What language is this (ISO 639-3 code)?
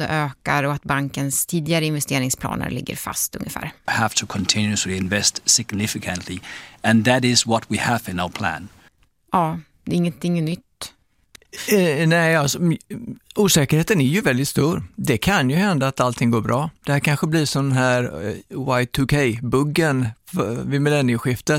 swe